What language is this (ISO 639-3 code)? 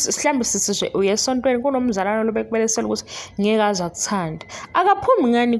zul